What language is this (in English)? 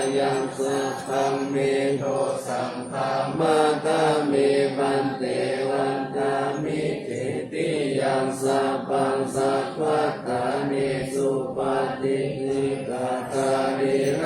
Pali